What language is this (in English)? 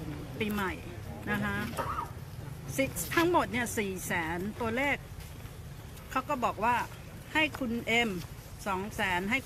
Thai